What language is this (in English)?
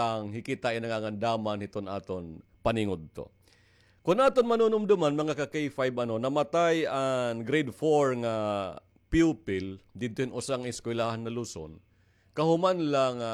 Waray